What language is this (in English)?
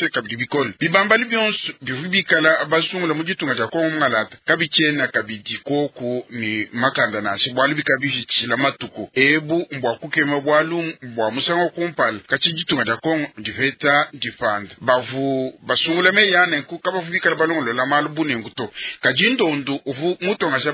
Luba-Lulua